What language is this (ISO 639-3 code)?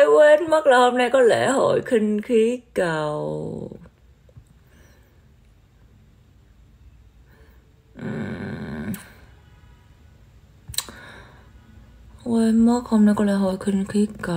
vie